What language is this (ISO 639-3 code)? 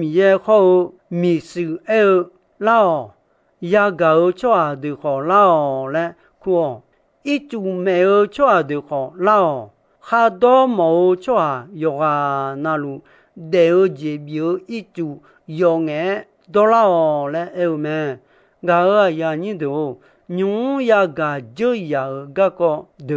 ahk